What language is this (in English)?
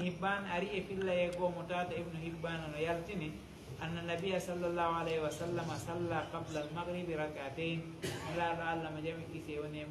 Fula